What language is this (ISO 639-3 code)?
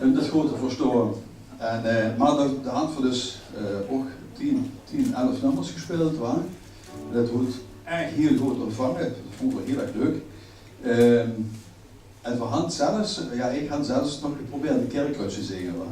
lim